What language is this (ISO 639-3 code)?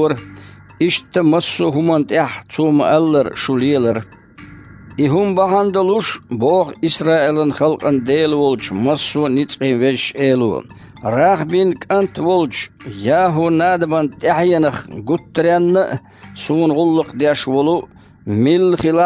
che